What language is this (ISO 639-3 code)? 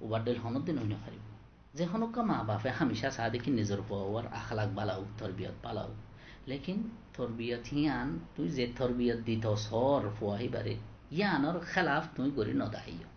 rhg